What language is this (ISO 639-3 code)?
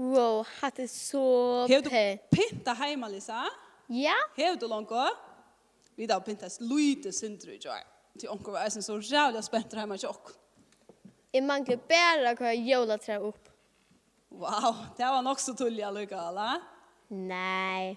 fao